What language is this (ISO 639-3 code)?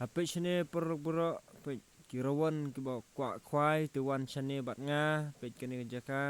kha